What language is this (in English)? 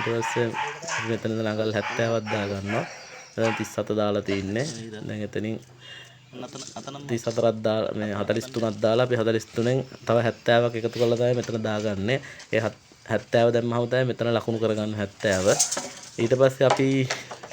Sinhala